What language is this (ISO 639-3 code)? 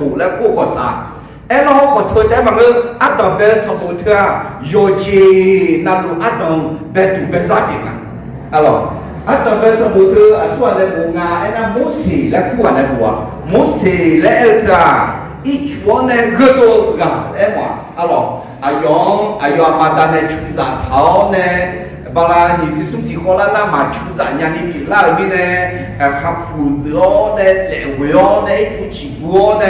ahk